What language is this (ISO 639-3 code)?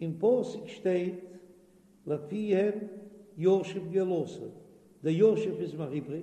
yid